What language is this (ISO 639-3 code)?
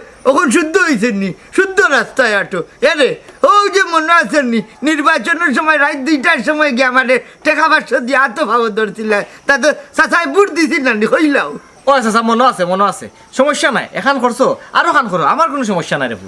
syl